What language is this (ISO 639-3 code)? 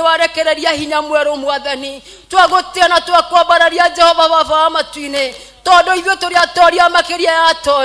kik